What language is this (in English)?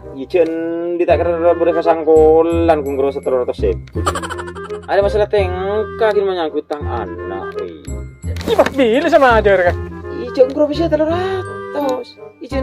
Madurese